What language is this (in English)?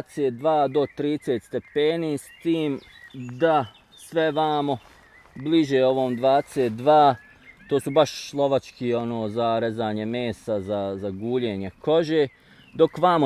Bosnian